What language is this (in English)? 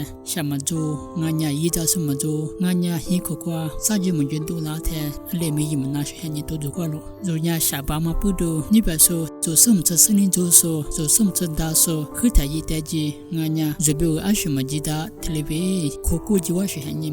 Lisu